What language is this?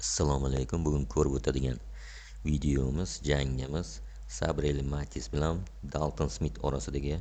Uzbek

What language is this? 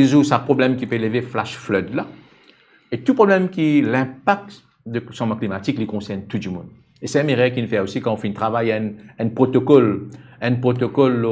Morisyen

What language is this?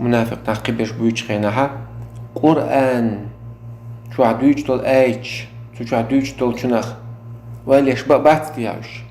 Chechen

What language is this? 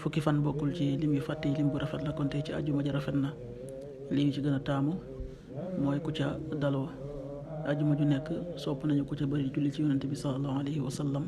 Wolof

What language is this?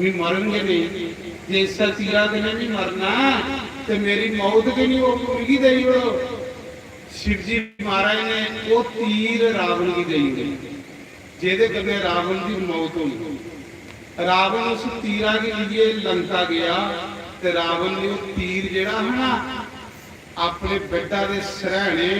Dogri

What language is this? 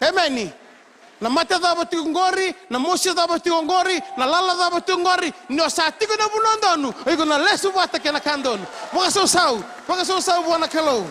Fijian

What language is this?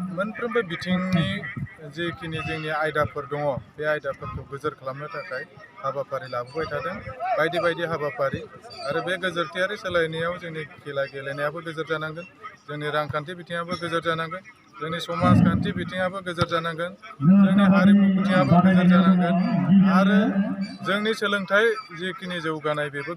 Bodo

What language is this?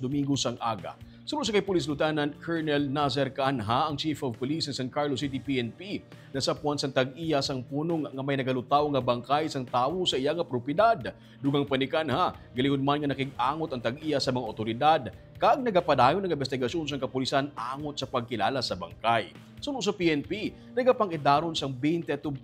Hiligaynon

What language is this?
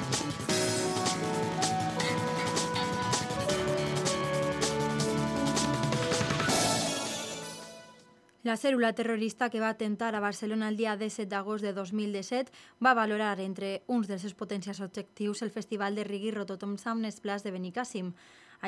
Catalan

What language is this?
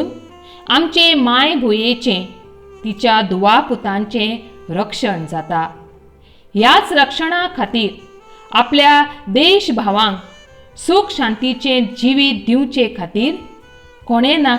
Konkani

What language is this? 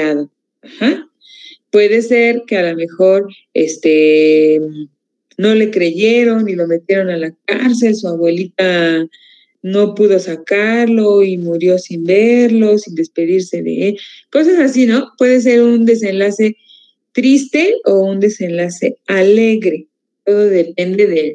Spanish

